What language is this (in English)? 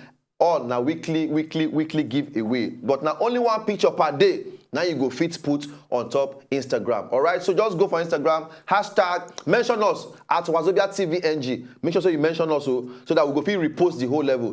Nigerian Pidgin